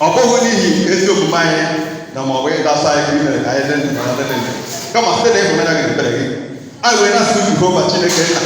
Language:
Igbo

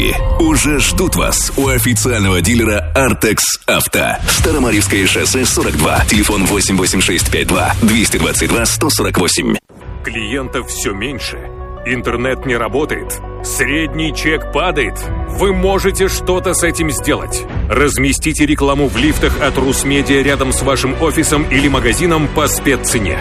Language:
Russian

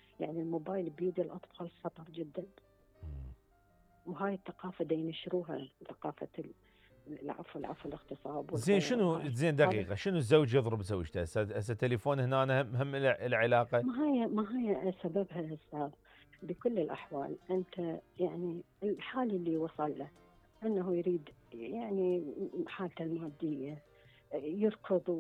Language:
Mesopotamian Arabic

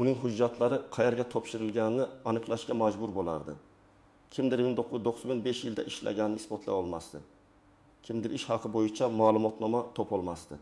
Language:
Uzbek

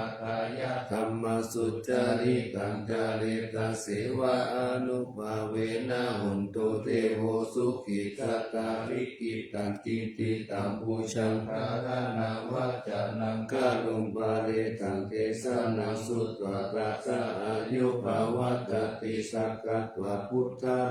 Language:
Pali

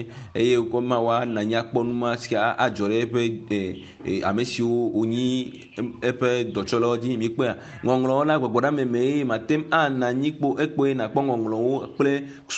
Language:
Ewe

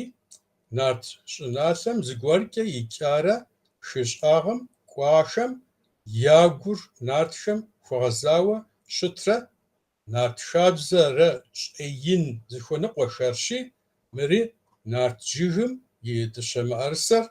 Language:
Kabardian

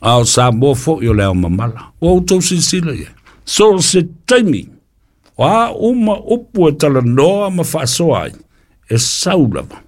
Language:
Samoan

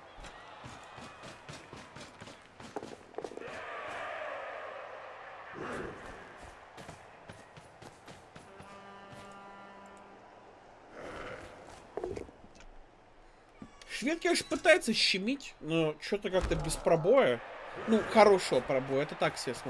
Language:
Russian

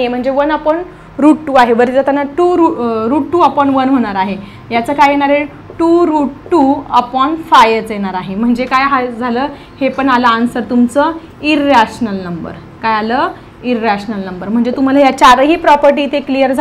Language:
Marathi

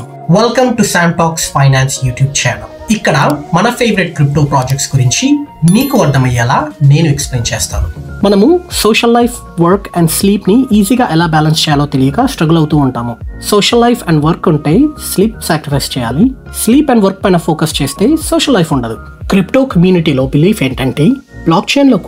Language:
Telugu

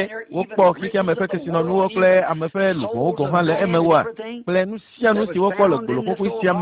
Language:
Ewe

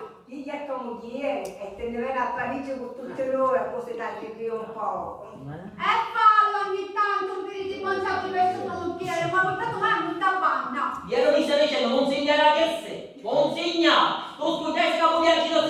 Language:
Sicilian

